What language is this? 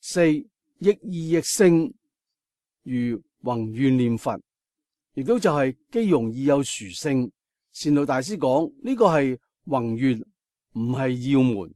Cantonese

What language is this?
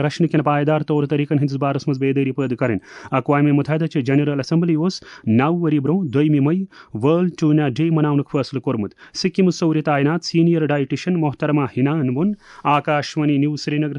Kashmiri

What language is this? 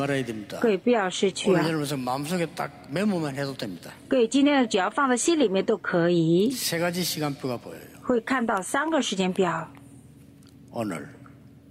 Korean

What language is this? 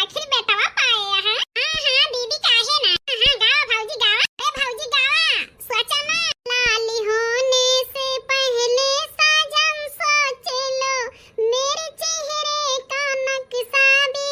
Awadhi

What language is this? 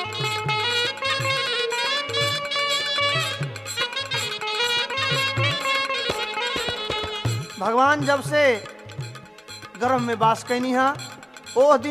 Bhojpuri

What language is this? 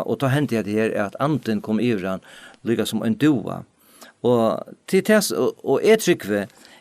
Faroese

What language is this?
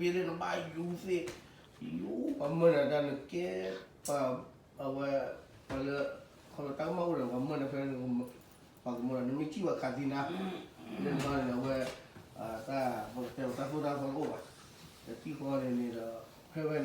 S'gaw Karen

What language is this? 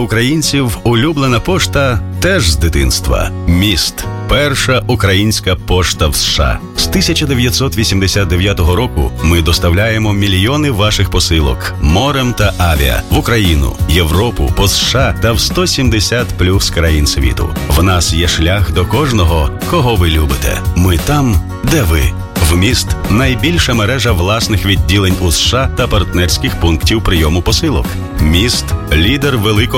Ukrainian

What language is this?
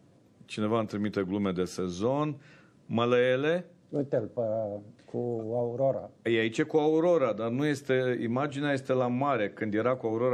Romanian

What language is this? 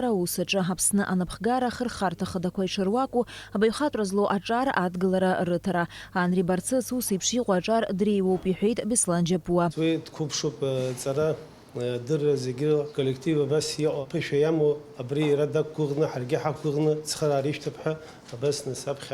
Abkhazian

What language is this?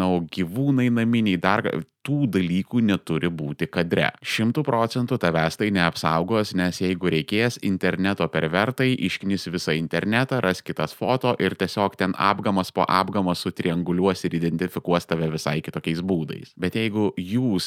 Lithuanian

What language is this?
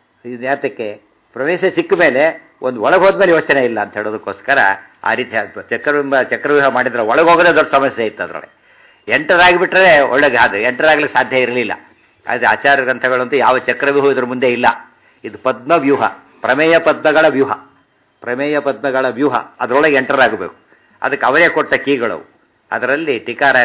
Kannada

